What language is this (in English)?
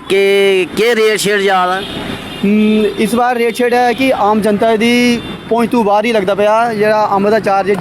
Dogri